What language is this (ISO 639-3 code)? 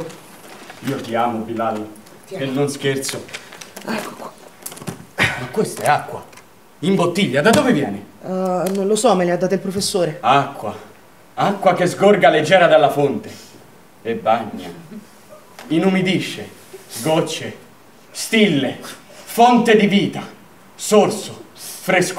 ita